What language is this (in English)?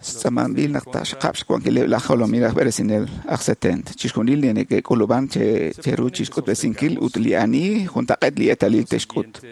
Kekchí